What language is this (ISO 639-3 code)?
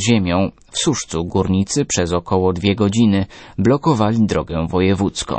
pol